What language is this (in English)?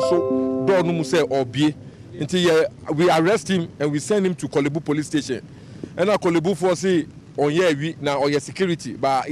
Akan